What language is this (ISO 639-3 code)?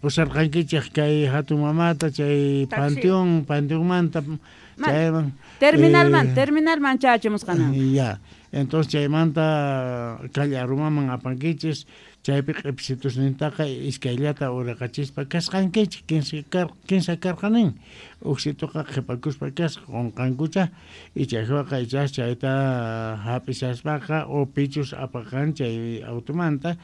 quh